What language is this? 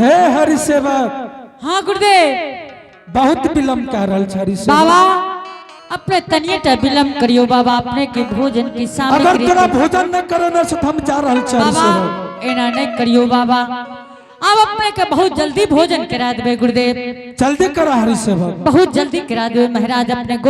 Angika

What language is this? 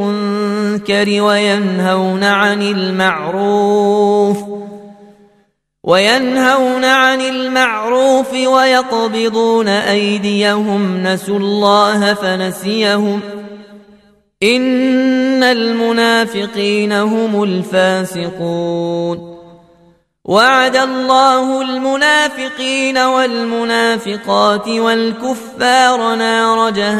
Arabic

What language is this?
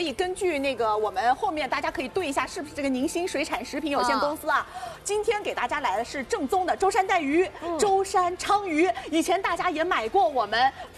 Chinese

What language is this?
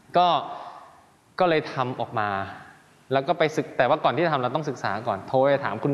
Thai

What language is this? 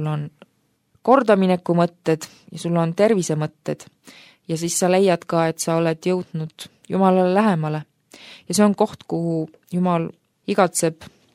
Estonian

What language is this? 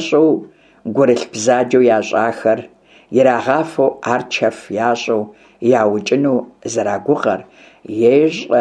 Kabardian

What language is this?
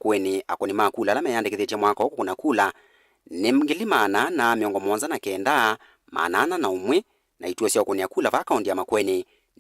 Kamba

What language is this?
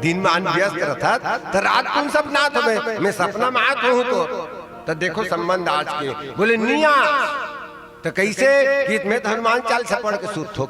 Chhattisgarhi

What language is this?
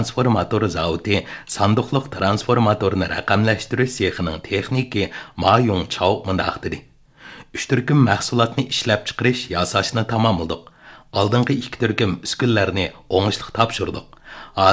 Uyghur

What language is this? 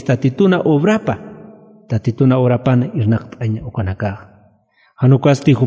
Aymara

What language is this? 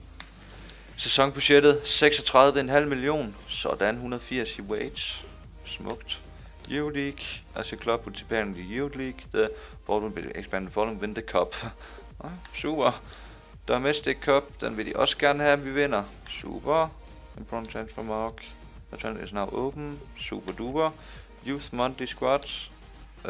Danish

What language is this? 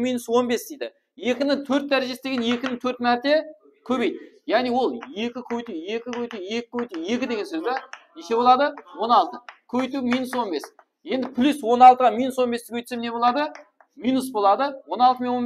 Kara-Kalpak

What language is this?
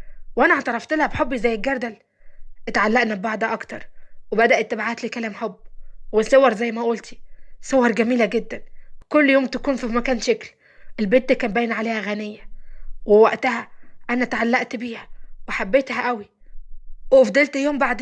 Egyptian Arabic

